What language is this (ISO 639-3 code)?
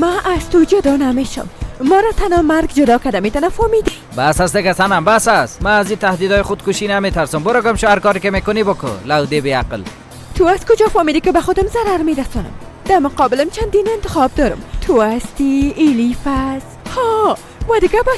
fas